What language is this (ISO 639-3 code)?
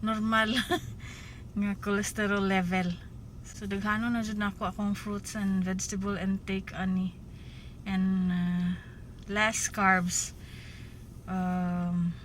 ceb